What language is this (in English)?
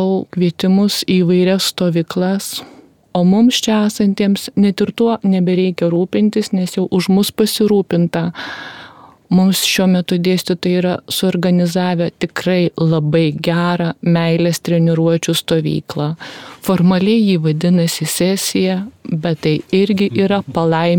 Lithuanian